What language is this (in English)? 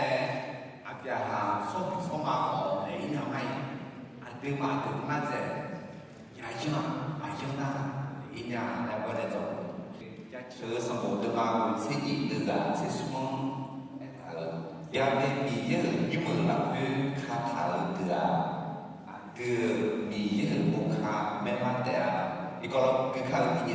Akha